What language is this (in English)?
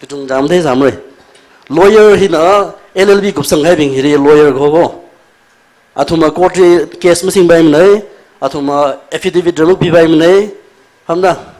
Tangkhul Naga (India)